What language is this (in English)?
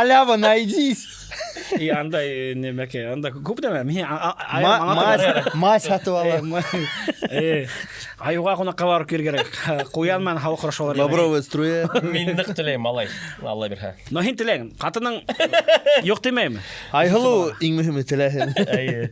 Bashkir